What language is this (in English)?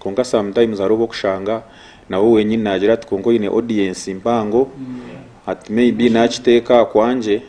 Nyankole